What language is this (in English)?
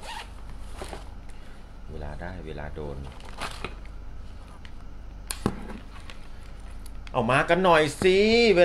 Thai